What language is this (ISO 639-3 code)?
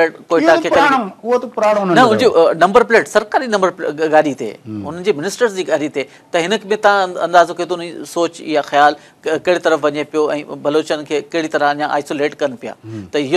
snd